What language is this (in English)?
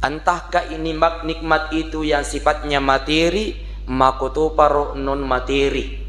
Buginese